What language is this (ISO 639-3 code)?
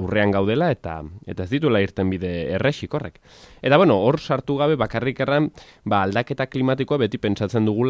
eus